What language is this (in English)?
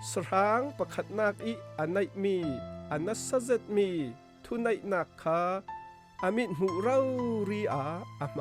Falam Chin